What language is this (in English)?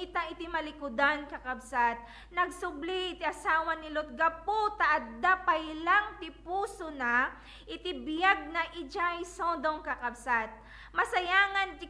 Iloko